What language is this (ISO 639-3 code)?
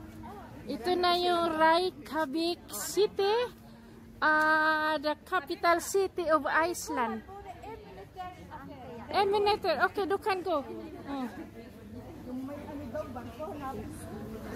fil